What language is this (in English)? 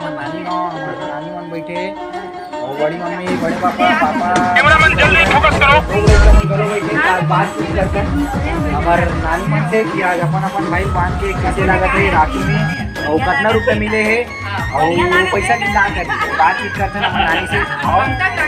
Chhattisgarhi